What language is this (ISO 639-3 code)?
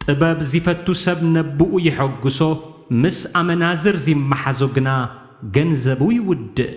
tir